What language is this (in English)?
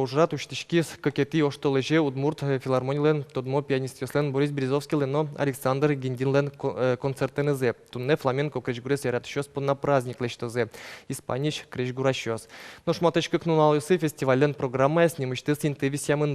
Udmurt